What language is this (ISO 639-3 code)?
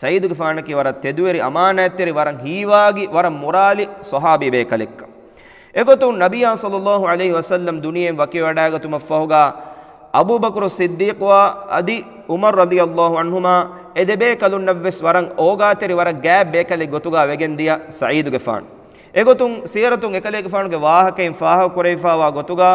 div